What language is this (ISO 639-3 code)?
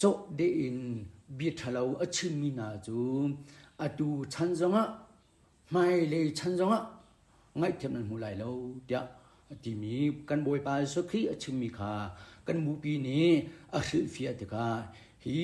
cnh